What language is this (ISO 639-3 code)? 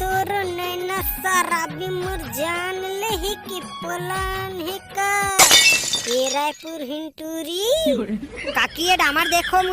hne